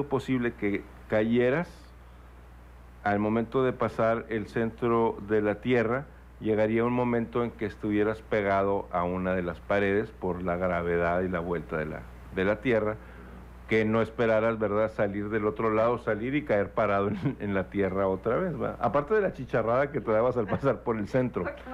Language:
Spanish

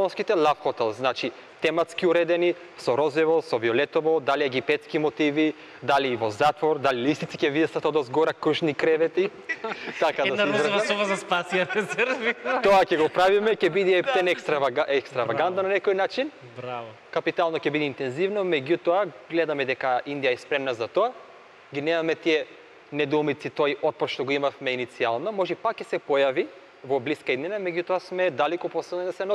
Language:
Macedonian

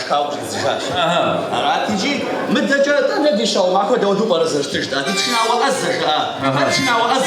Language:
Kabardian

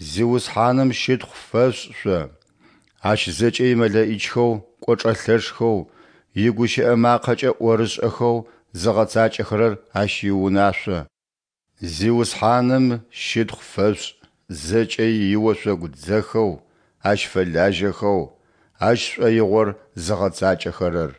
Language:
Adyghe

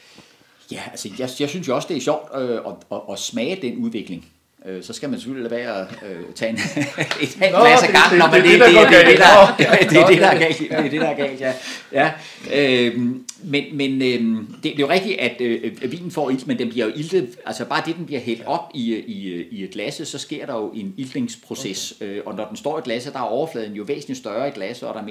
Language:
Danish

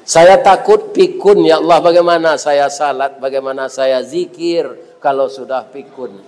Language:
Minangkabau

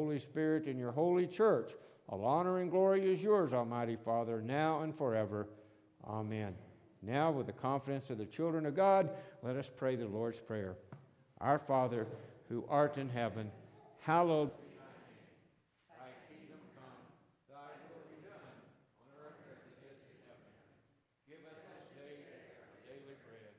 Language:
English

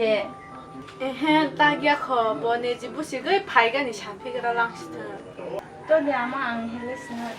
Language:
Kok Borok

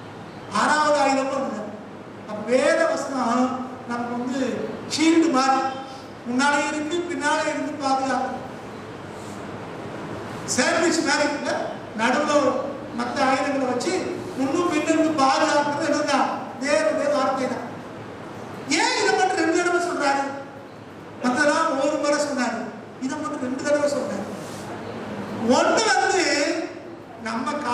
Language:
Tamil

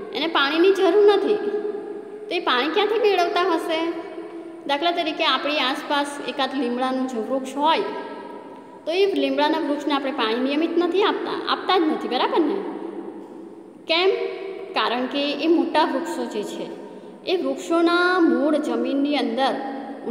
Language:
Gujarati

